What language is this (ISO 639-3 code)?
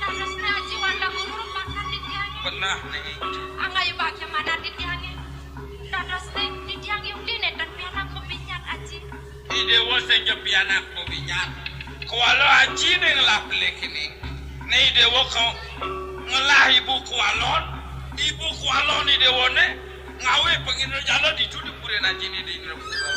ban